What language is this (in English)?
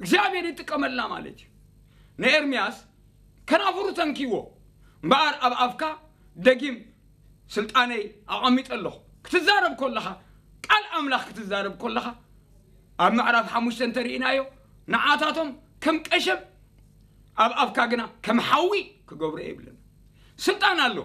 Tigrinya